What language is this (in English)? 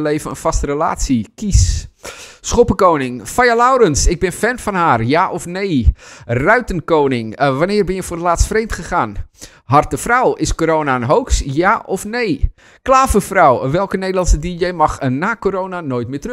Dutch